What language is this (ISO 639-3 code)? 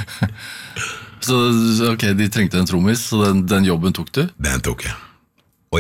nor